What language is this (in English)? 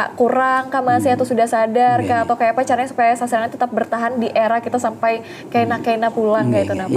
Banjar